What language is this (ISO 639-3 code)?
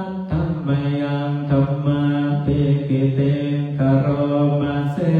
pli